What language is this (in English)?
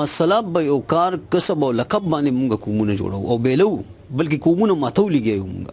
Pashto